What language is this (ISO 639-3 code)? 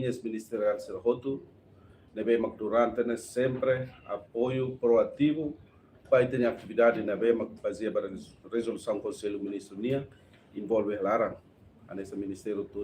tet